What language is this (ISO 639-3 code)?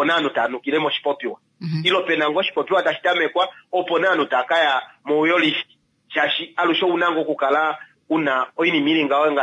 kua